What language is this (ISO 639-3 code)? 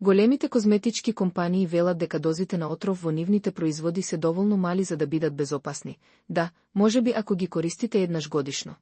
mkd